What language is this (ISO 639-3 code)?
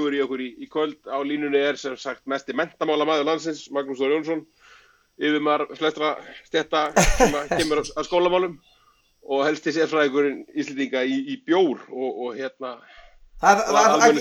isl